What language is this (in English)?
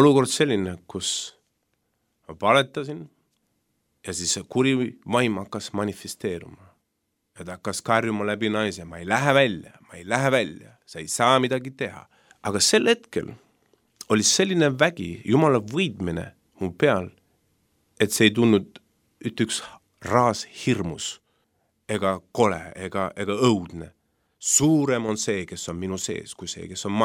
Estonian